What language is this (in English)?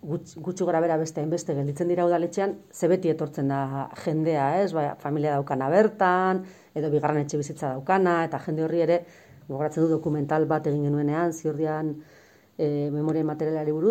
Basque